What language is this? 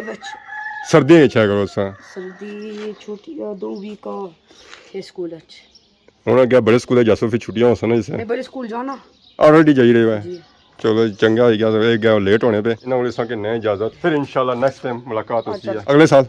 Pahari-Potwari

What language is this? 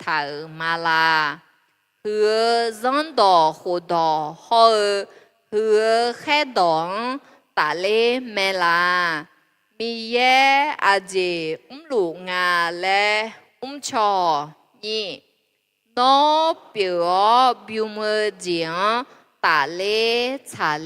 Akha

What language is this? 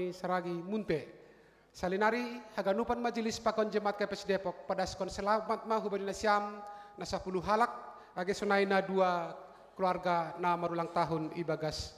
Batak Simalungun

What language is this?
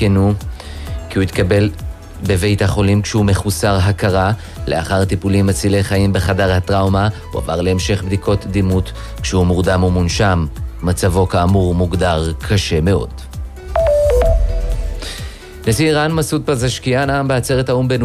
Hebrew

